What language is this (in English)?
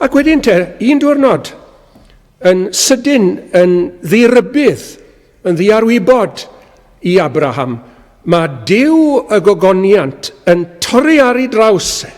Welsh